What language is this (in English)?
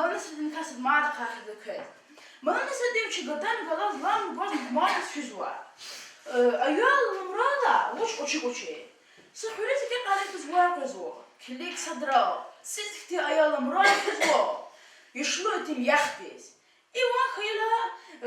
Lezghian